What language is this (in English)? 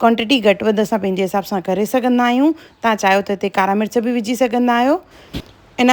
Sindhi